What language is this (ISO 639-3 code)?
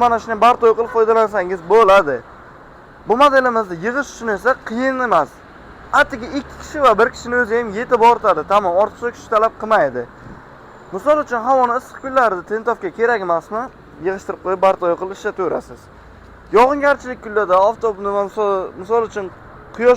uzb